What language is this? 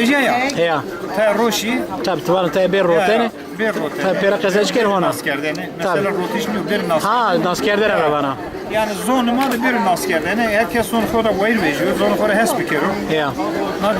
Zaza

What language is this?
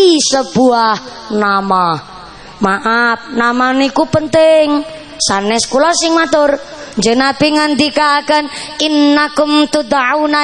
Javanese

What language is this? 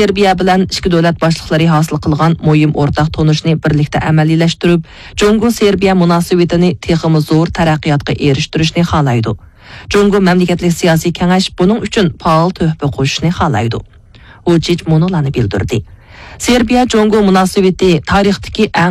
Uyghur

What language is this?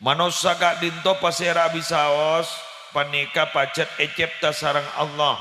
Madurese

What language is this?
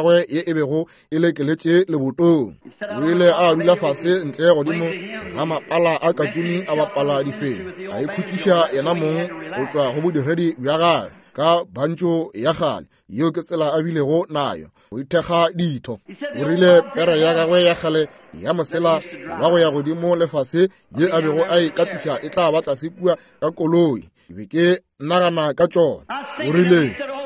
Northern Sotho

